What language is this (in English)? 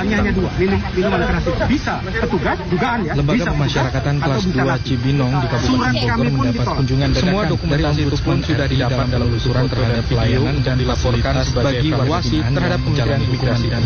Indonesian